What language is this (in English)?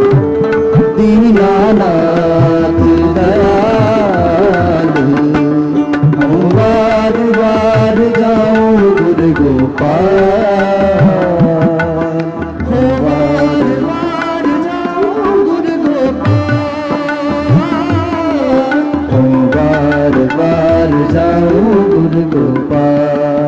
Hindi